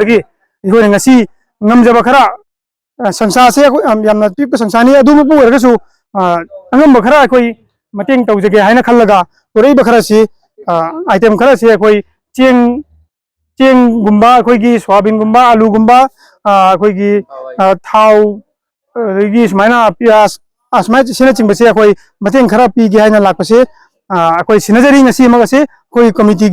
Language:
Manipuri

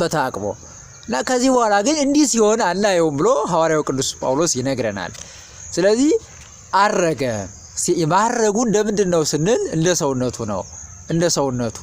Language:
Amharic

